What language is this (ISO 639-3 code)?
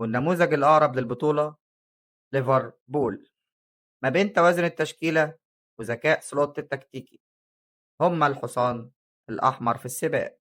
arz